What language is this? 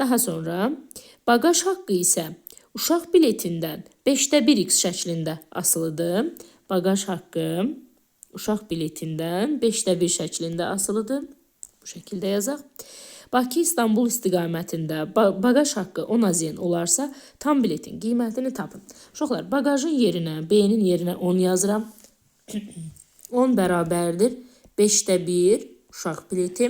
Azerbaijani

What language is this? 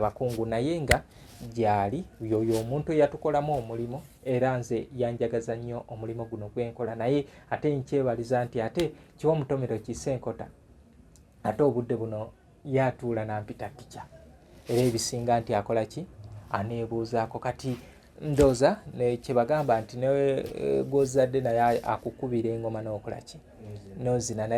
Ganda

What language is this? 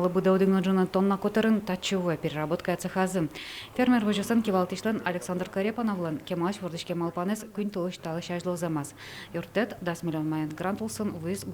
Udmurt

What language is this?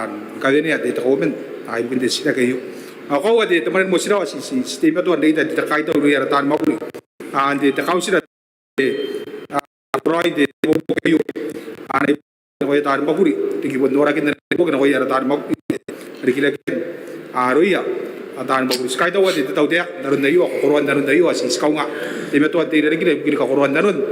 Gilbertese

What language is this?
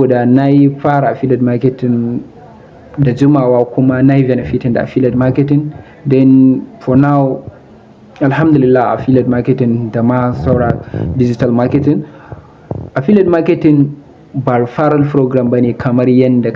Hausa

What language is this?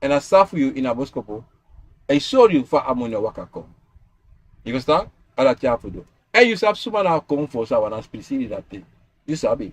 Sranan Tongo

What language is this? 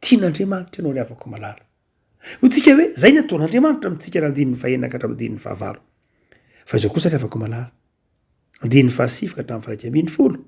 Malagasy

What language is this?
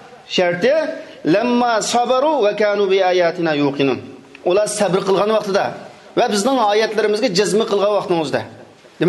Uyghur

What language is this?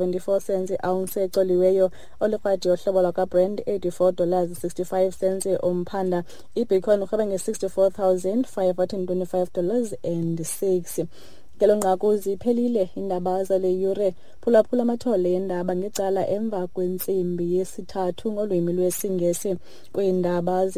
Xhosa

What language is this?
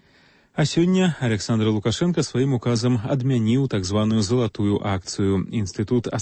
Belarusian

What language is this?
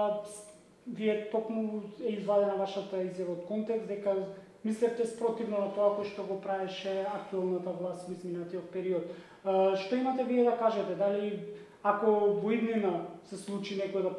Macedonian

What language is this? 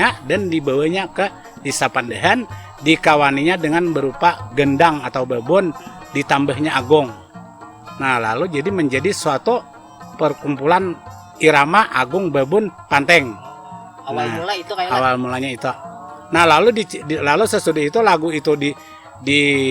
Banjar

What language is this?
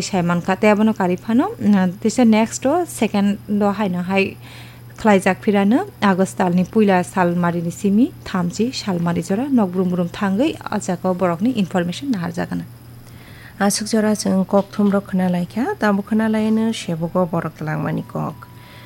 Kok Borok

